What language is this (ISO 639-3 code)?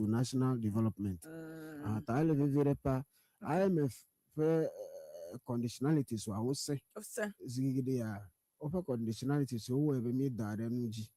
ewe